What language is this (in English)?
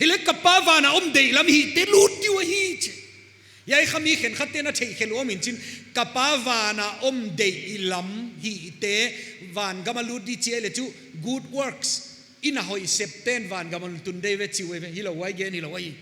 Paite Chin